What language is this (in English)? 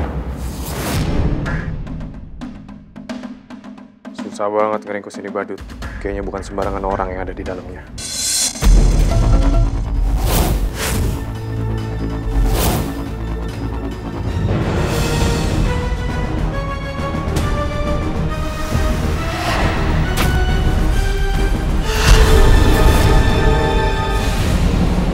Indonesian